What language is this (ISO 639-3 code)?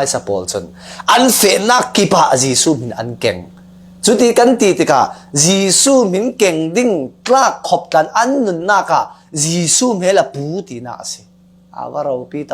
cfm